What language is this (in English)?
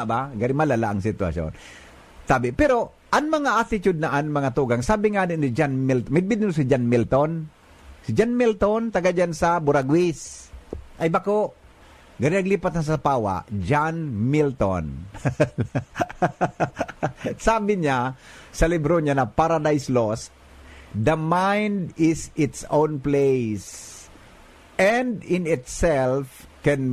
Bikol